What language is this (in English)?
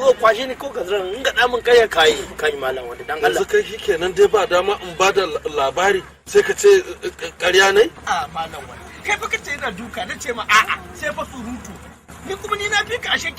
Hausa